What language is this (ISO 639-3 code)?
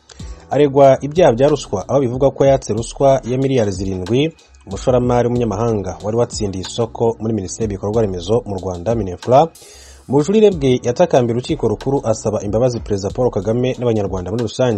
kin